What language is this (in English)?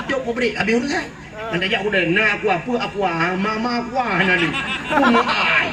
Achinese